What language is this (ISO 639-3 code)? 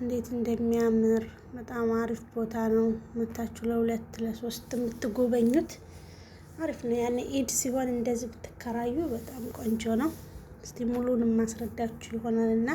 amh